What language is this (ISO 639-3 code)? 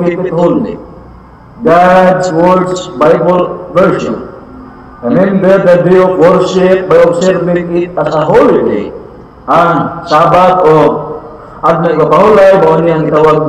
ceb